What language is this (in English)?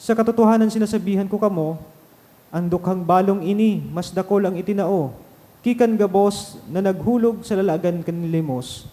Bikol